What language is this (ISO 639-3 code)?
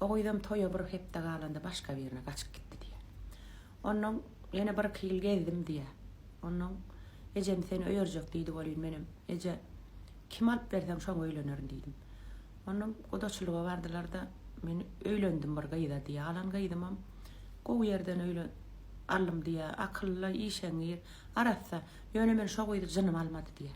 tuk